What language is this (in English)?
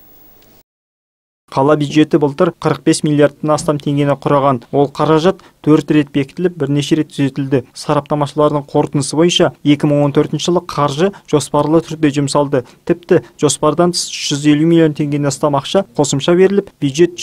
Kazakh